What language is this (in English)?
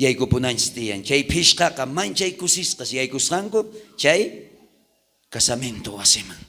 South Bolivian Quechua